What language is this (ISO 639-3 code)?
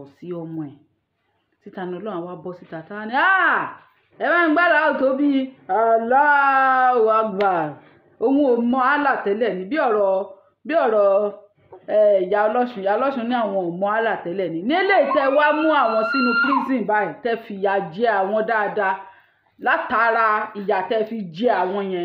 yor